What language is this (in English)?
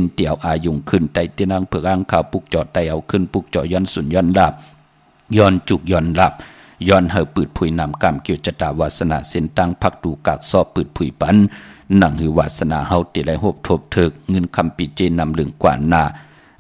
Shan